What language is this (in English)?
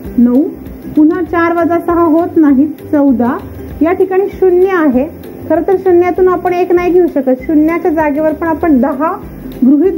Marathi